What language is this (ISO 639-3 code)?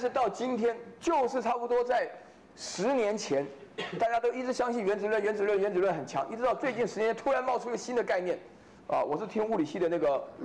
zho